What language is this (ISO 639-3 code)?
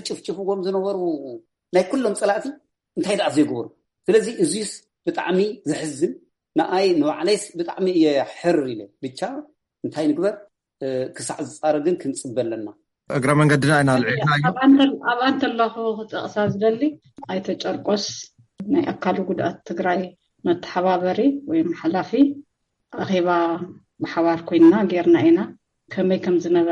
tir